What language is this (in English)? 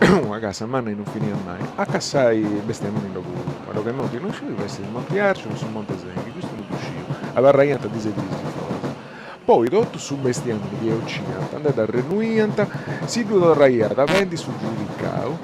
Sardinian